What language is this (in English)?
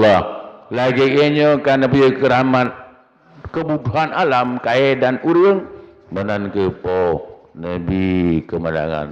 Achinese